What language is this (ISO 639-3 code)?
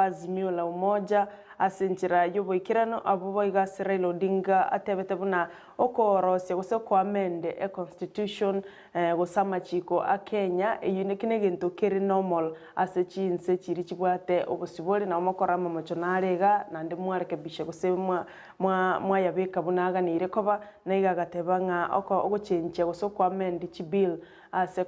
guz